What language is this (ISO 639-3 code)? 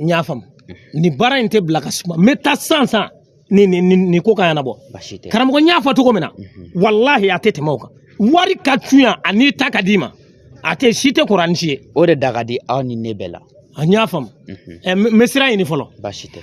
bam